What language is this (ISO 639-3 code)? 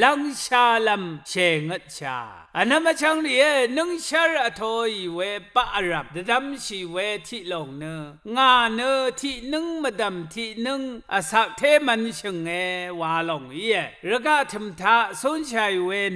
raw